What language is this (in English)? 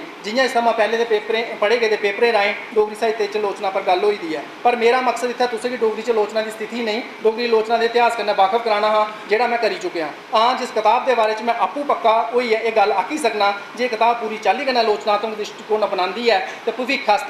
Dogri